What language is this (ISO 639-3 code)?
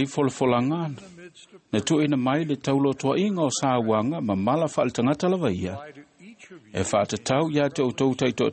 smo